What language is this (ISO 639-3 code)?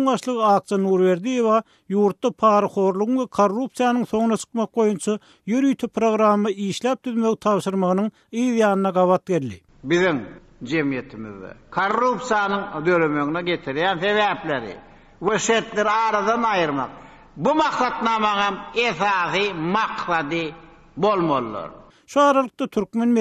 tuk